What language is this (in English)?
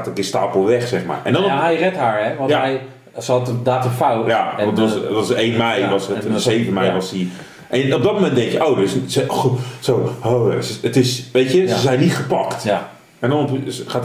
Dutch